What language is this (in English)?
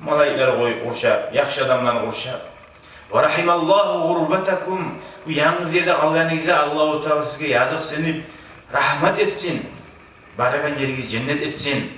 Kumyk